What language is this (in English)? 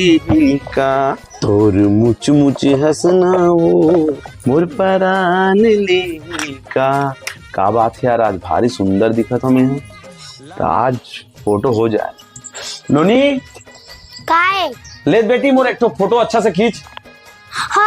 Chhattisgarhi